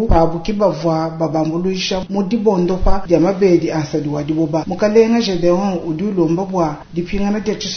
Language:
Luba-Lulua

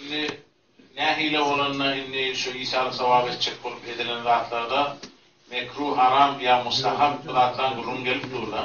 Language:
Turkmen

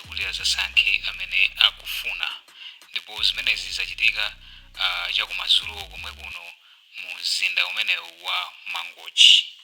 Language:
Nyanja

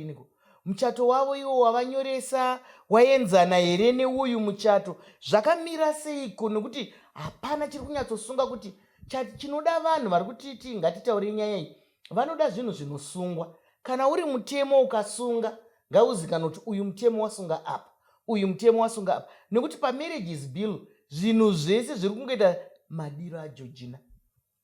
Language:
Shona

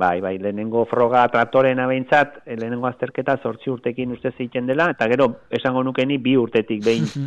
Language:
Basque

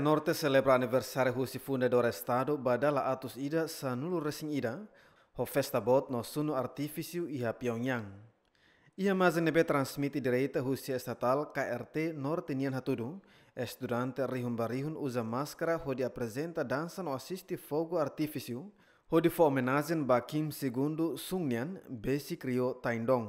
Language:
Tetum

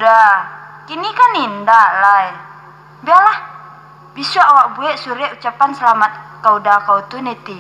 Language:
Minangkabau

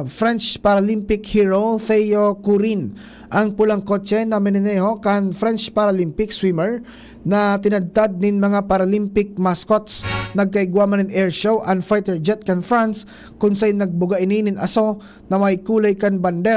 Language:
Bikol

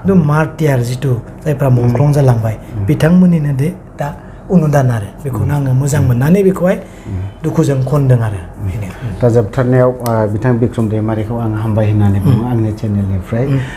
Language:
Bodo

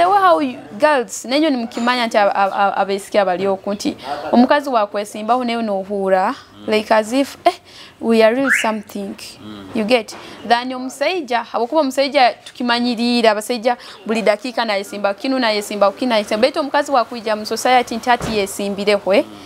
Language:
Nyoro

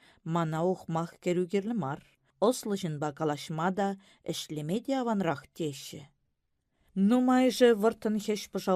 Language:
Chuvash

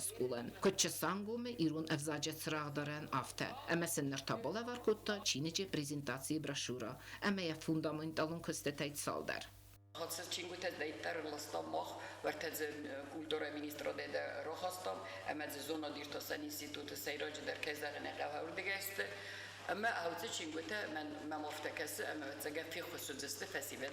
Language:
Ossetic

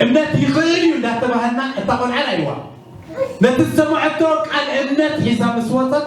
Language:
Tigrinya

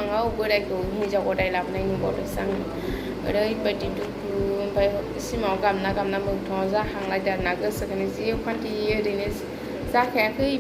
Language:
Bodo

